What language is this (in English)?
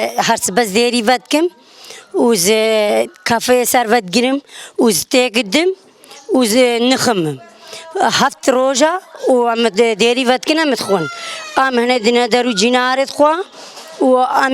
Kurdish